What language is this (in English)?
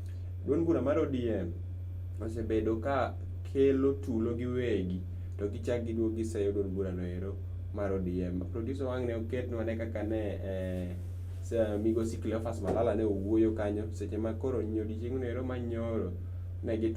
Luo (Kenya and Tanzania)